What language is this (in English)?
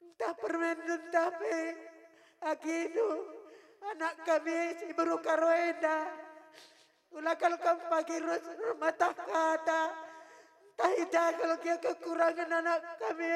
Batak Karo